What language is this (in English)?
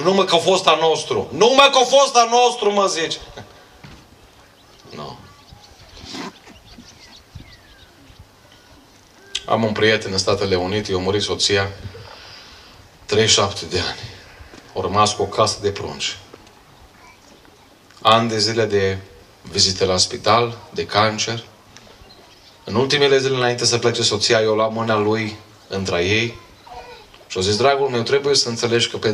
Romanian